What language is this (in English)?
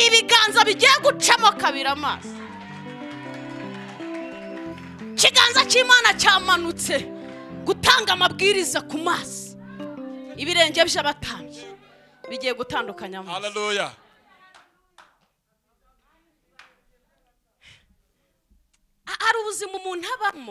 Kinyarwanda